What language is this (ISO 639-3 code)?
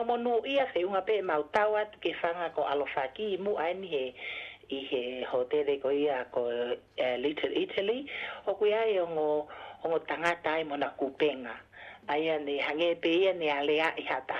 ton